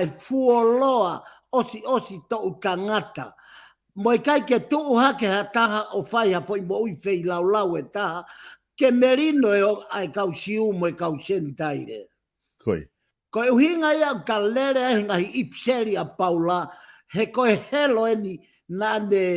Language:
Tongan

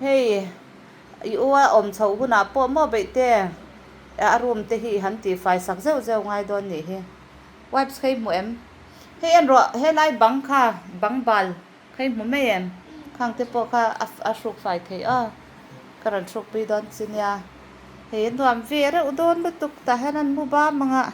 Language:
Mizo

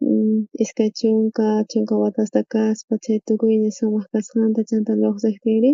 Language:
South Bolivian Quechua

